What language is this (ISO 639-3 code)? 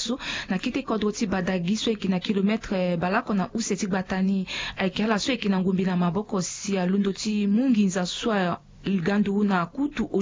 sag